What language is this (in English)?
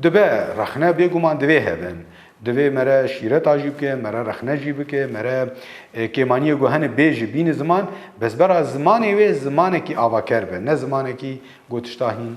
Kurdish